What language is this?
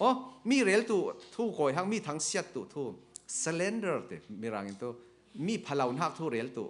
Falam Chin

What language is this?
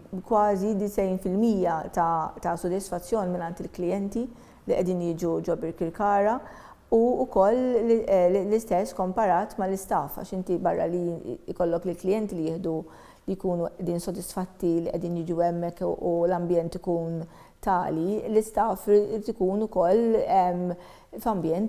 Maltese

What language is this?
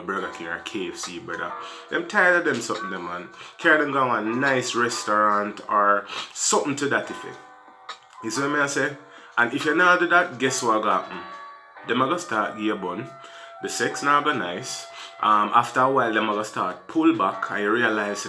Jamaican Creole English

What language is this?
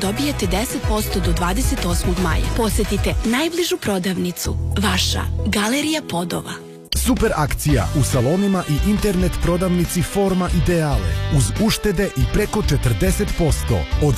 Serbian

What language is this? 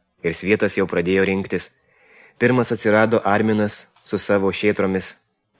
Lithuanian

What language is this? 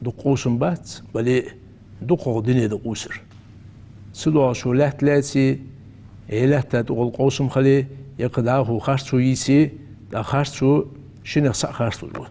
Ingush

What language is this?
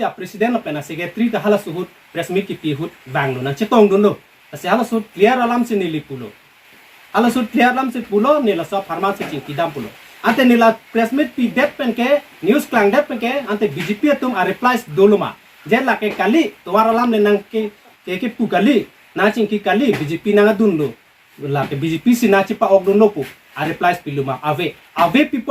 Karbi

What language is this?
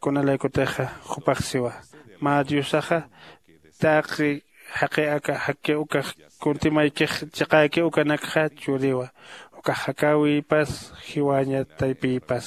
Aymara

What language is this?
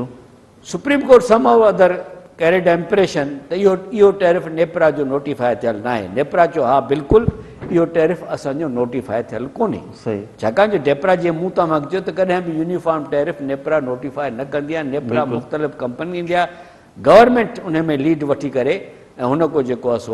Sindhi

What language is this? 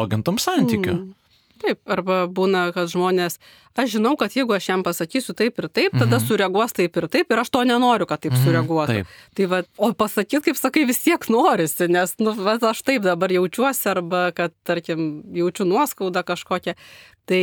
Lithuanian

